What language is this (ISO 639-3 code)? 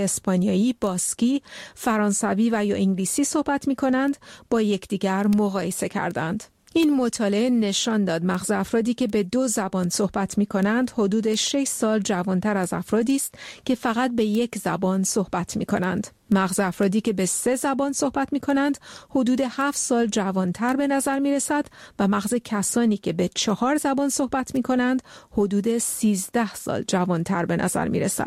fas